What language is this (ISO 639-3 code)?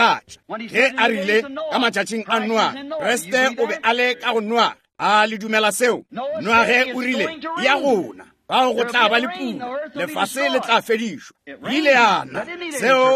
nso